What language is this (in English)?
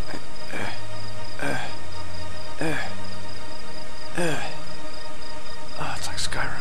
English